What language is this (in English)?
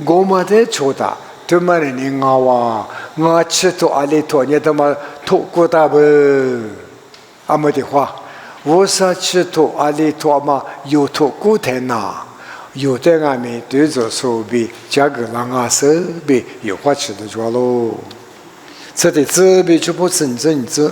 Lisu